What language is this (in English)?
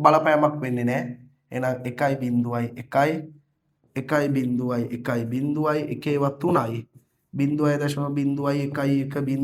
Sinhala